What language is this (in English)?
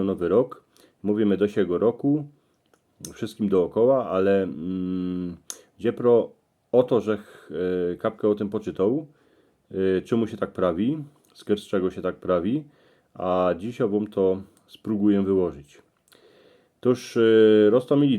Silesian